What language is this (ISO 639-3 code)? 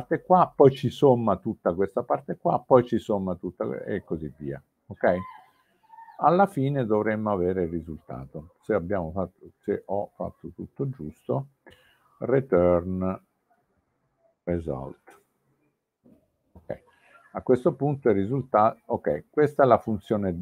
ita